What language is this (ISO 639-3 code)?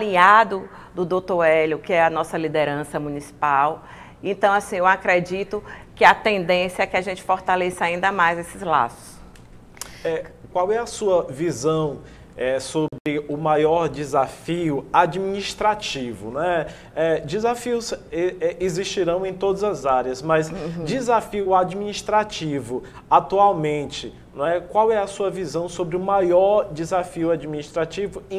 por